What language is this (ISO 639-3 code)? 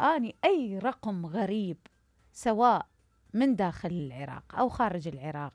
acm